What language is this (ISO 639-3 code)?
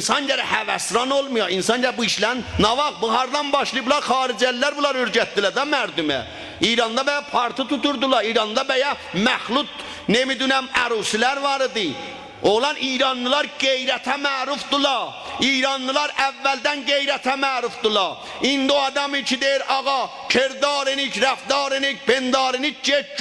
azb